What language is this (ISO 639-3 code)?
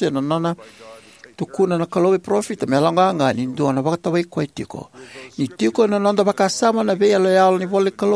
fij